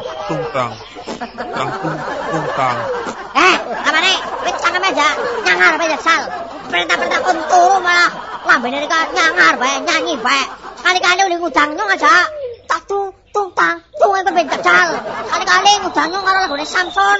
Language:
Javanese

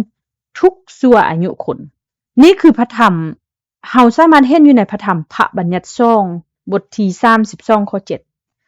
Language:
Lao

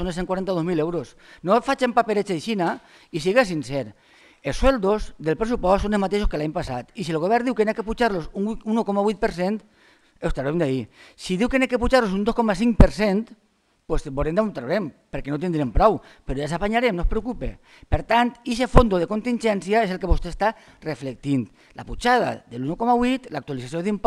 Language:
Catalan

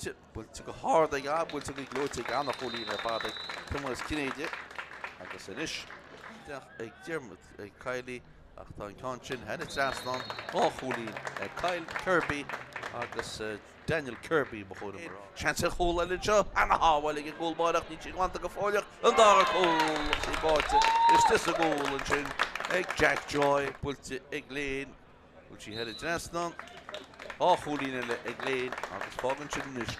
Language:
Irish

